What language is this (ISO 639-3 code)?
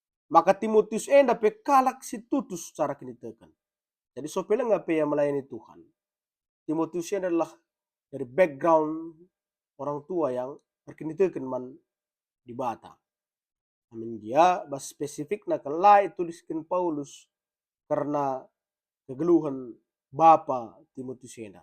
btx